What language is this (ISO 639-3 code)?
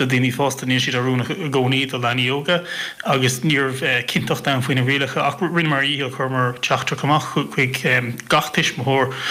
gle